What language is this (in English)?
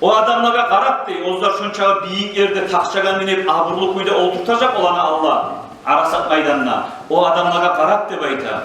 Kumyk